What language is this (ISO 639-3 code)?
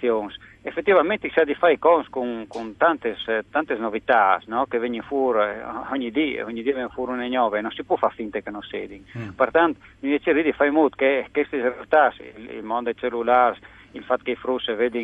fur